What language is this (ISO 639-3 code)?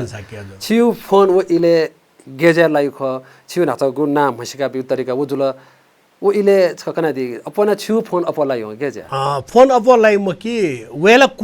new